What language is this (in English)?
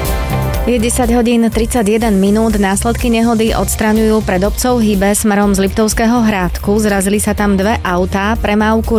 Slovak